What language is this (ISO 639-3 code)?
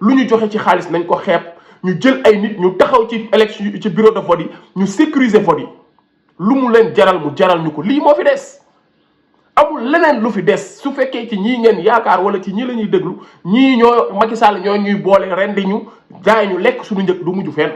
wol